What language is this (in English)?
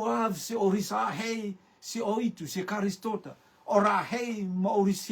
Rotuman